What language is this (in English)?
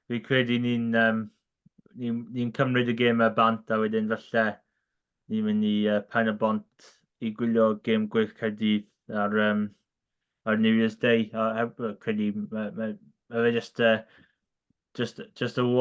Welsh